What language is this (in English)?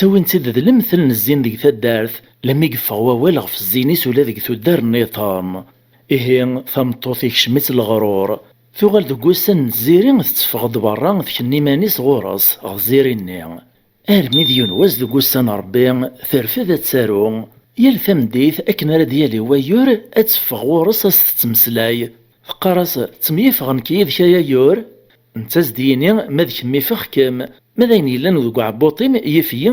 Kabyle